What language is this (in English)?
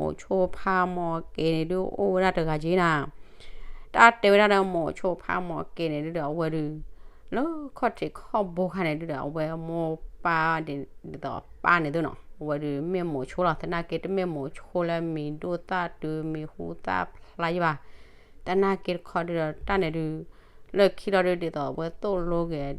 S'gaw Karen